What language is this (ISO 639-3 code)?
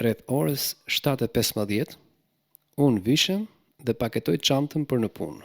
sqi